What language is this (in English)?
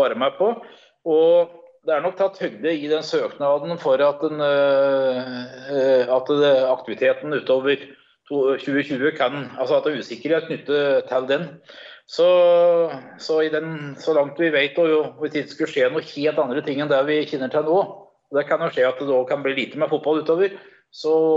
Norwegian